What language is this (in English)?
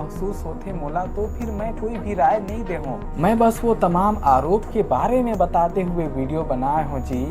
Chhattisgarhi